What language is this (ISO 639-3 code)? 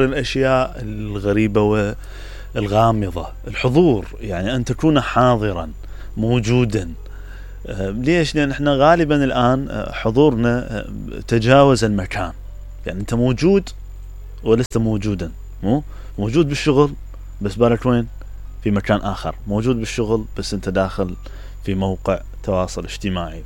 acm